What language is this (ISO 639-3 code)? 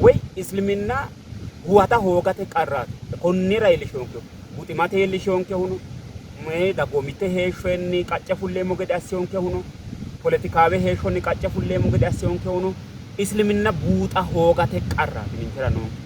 sid